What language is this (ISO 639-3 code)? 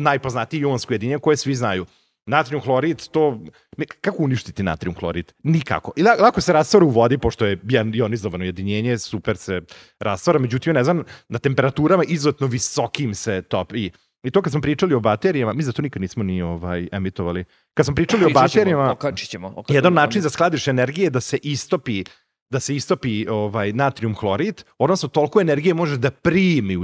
srp